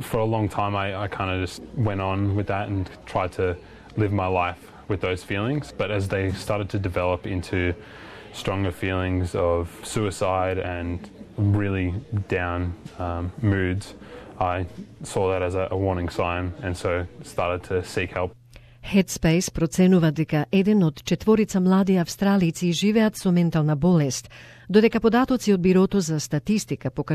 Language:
Macedonian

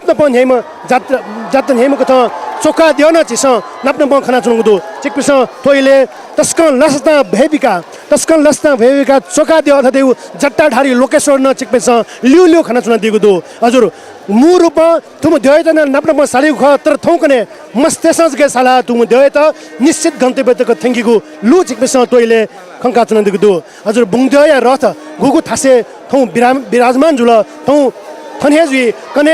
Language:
Newari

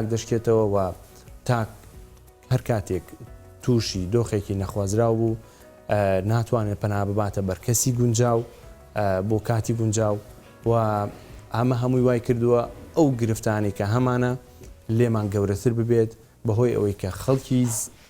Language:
Central Kurdish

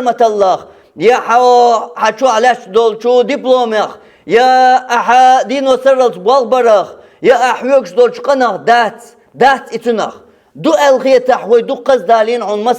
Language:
Chechen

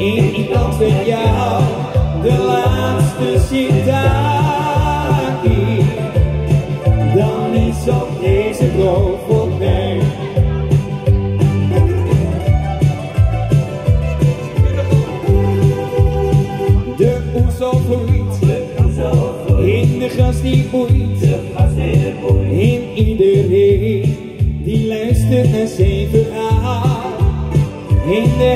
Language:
Dutch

